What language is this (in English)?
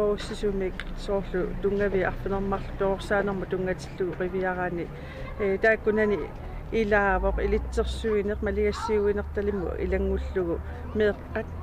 Kalaallisut